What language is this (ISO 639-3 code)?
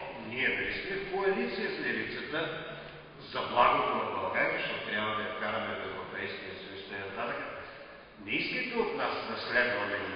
bul